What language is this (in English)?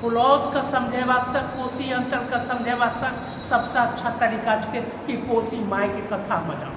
Angika